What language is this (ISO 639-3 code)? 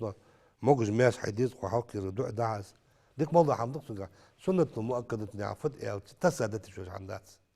inh